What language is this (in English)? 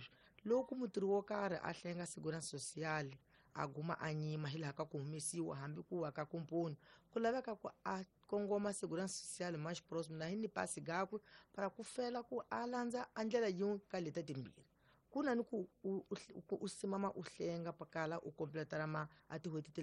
Tsonga